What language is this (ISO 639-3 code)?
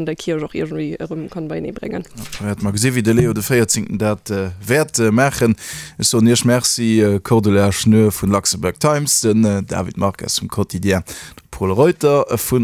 ltz